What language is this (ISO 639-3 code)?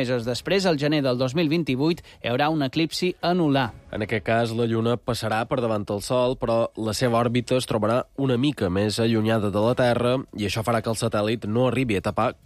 cat